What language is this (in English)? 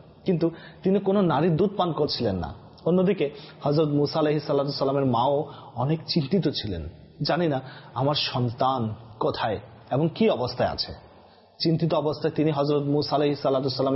Bangla